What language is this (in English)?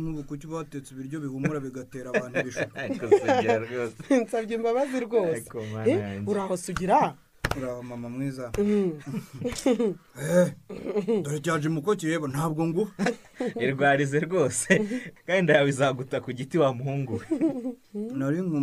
Kinyarwanda